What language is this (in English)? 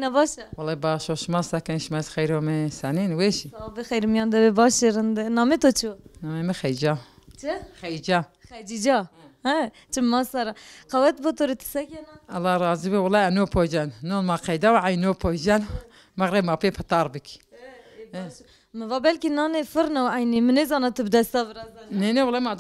Zaza